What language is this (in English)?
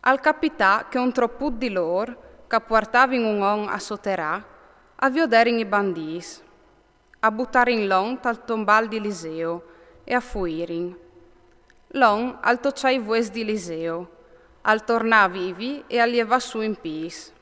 Friulian